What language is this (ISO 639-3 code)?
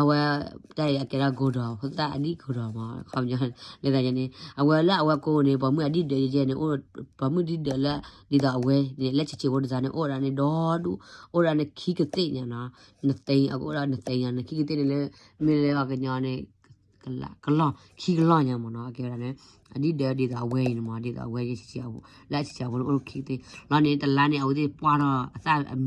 ksw